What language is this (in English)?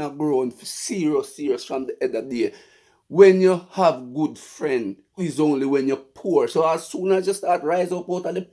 Jamaican Creole English